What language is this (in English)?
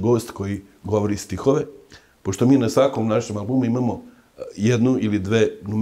Serbian